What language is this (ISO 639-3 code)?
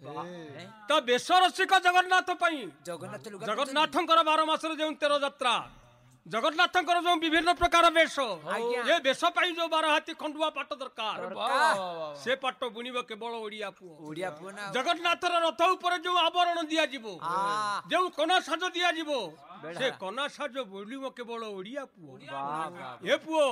ori